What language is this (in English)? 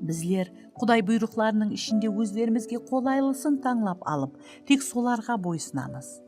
Kara-Kalpak